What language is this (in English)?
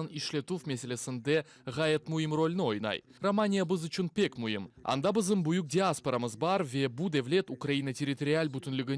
Crimean Tatar